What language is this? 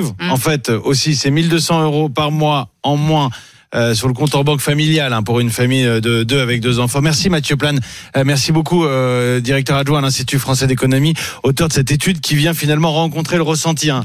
French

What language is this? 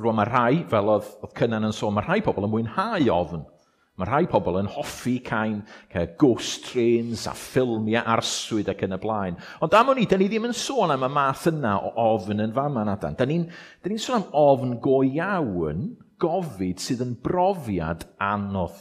Welsh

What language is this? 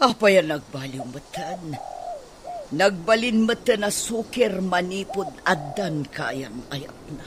Iloko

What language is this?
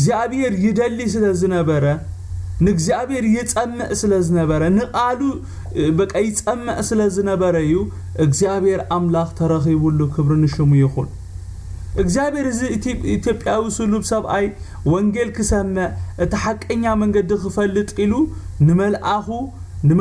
Tigrinya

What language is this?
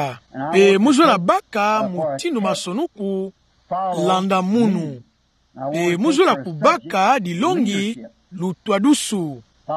Kituba (Democratic Republic of Congo)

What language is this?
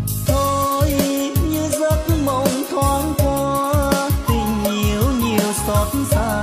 Vietnamese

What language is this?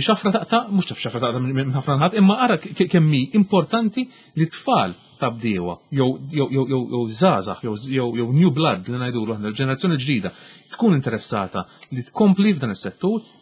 Maltese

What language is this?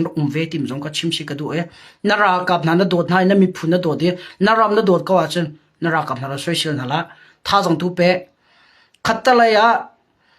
Hakha Chin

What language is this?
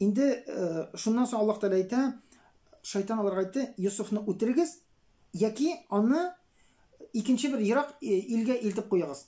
Tatar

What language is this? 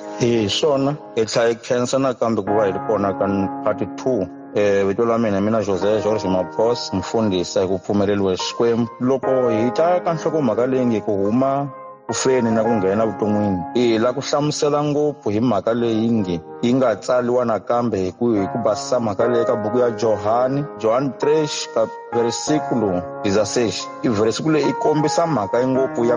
Tsonga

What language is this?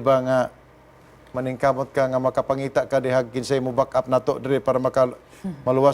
Cebuano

